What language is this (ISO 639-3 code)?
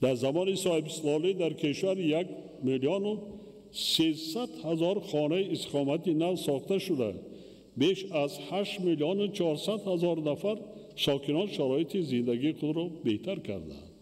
tgk